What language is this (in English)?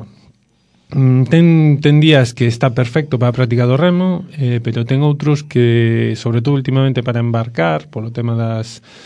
Galician